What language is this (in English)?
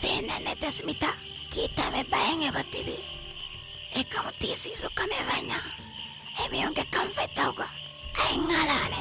Divehi